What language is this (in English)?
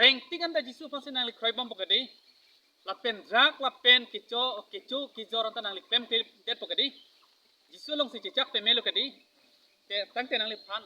Karbi